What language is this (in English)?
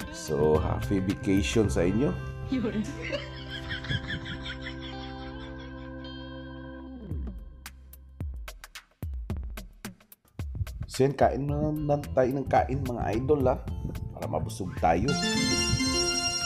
Filipino